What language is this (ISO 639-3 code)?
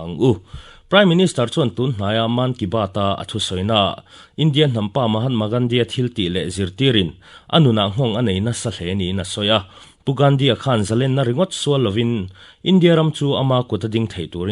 lus